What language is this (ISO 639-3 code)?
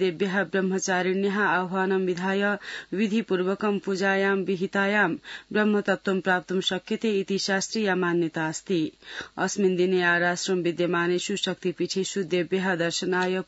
san